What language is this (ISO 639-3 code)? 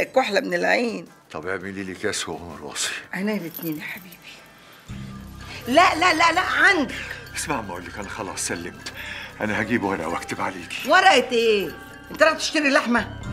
arz